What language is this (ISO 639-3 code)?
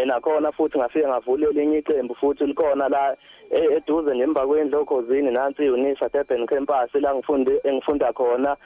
zul